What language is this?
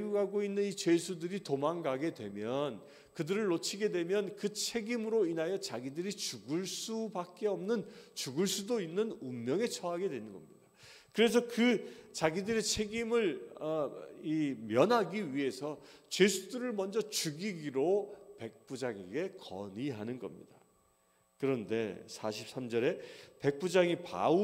Korean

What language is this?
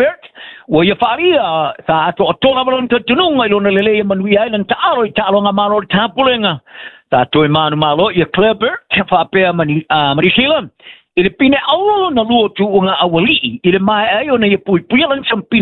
Samoan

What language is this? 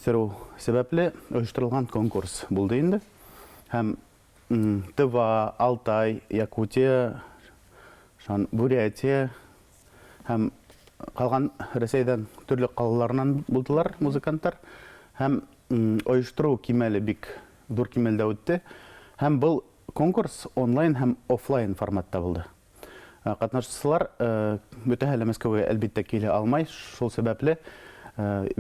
Bashkir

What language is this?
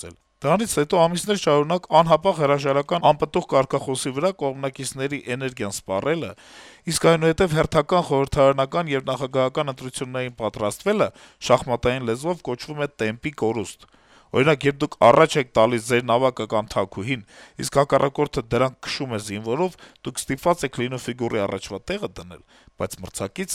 Armenian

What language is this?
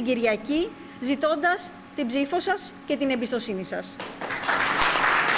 Greek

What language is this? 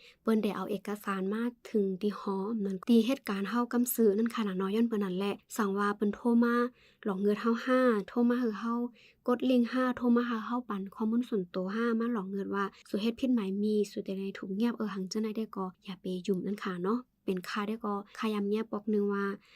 Shan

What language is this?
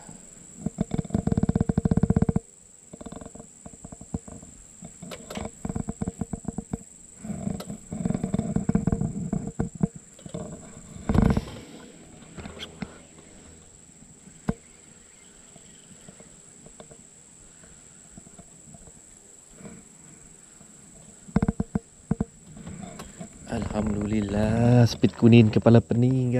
Malay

